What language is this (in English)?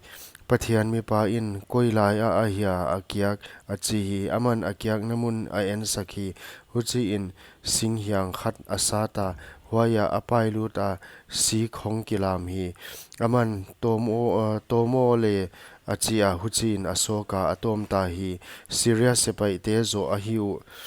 Paite Chin